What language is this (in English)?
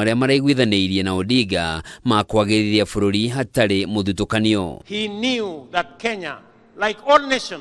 Kikuyu